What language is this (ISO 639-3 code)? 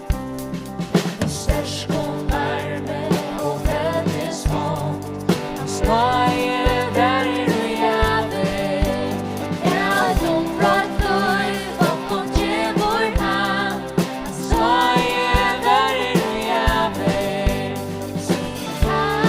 fao